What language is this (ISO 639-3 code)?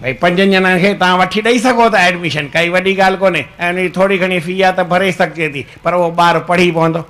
snd